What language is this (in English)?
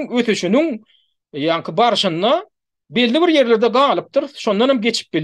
Turkmen